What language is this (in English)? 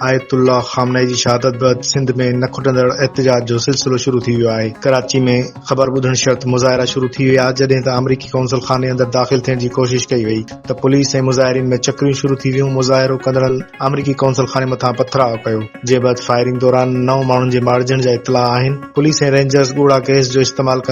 Sindhi